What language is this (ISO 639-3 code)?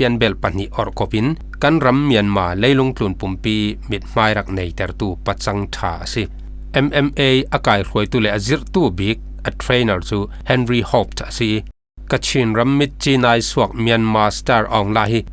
cfm